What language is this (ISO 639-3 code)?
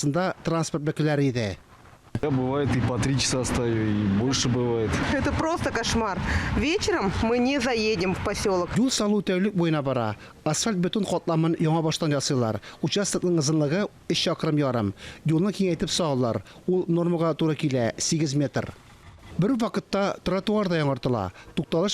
tat